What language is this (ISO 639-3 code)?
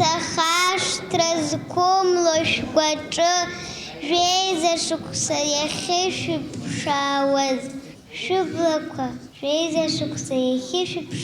abk